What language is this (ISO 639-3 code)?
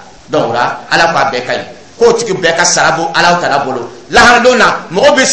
dyu